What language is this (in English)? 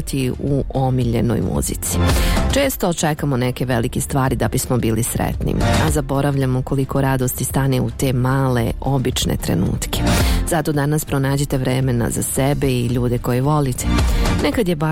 Bosnian